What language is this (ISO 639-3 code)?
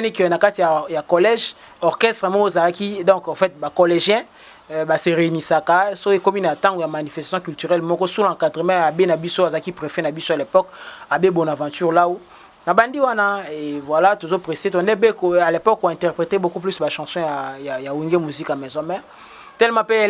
lin